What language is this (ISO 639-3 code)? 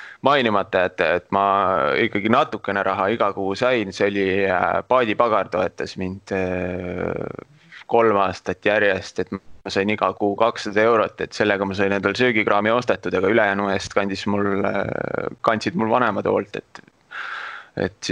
est